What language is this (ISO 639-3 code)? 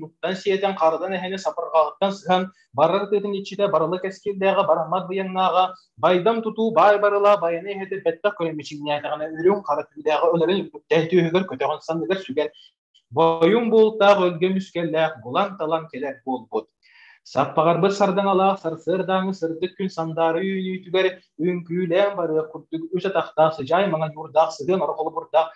sah